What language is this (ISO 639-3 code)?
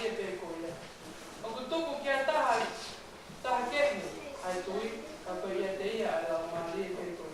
ton